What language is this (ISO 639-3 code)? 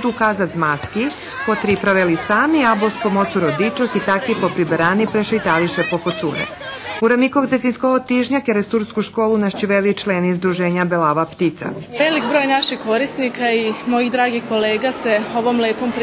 rue